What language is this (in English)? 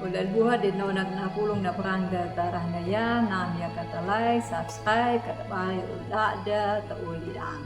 Anakalangu